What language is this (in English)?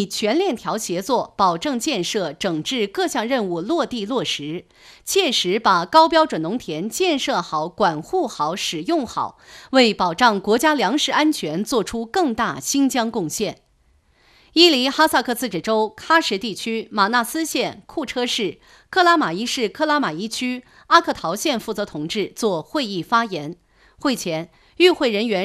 Chinese